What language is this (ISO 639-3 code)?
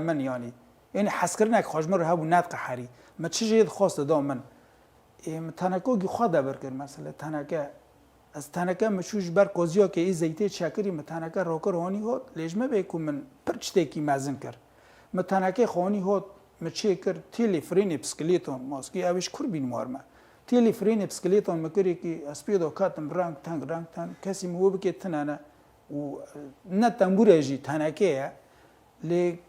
kur